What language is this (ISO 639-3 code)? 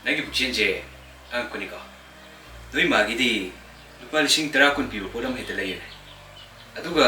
mni